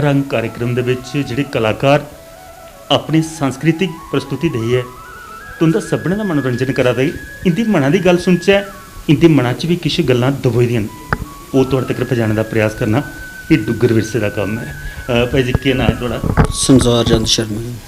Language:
Dogri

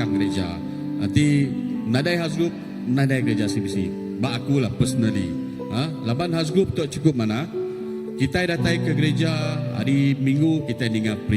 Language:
Iban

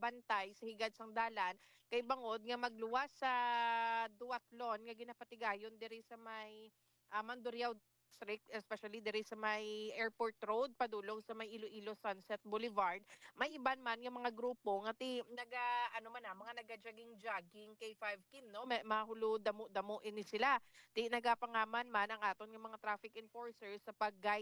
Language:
Hiligaynon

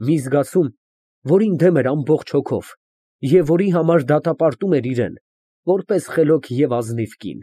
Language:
Armenian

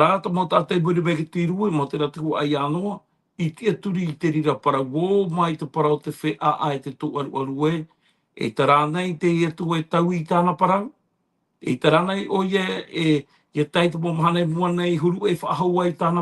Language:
Tahitian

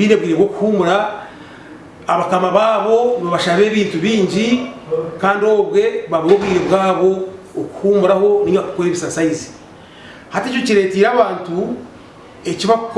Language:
Nyankole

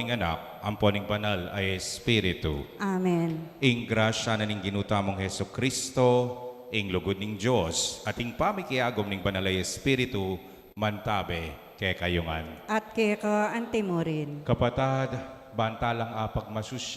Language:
Pampanga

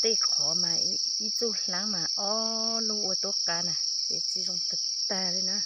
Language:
Hmong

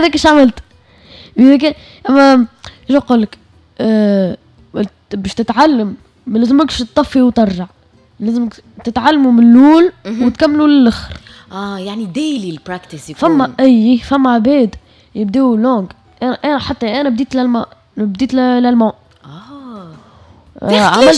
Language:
Tunisian Arabic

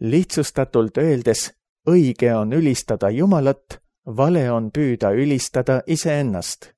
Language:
Estonian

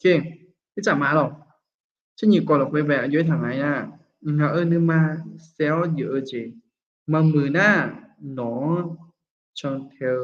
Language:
Akha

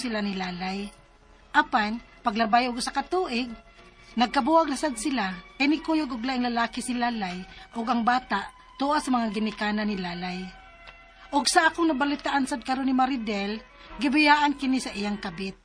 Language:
Cebuano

